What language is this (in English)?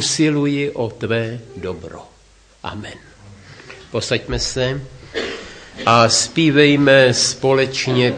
Czech